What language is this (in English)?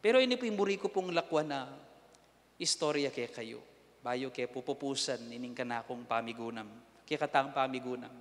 Pampanga